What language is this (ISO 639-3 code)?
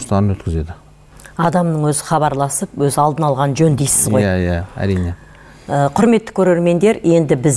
kaz